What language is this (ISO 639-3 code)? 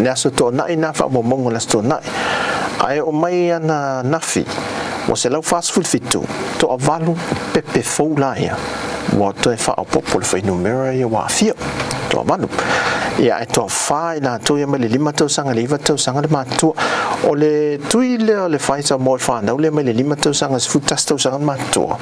smo